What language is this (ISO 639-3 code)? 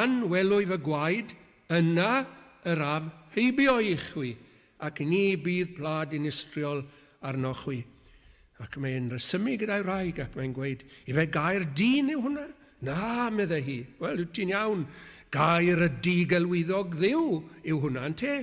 cym